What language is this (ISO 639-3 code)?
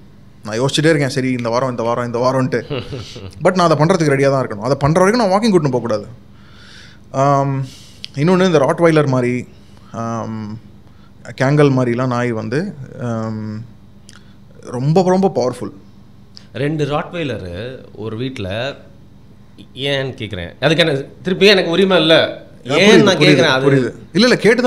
tam